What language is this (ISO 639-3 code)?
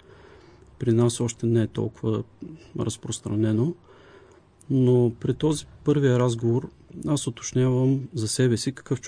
bul